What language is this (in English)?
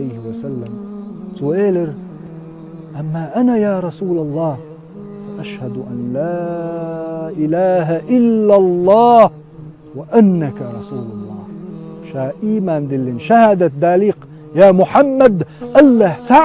Chechen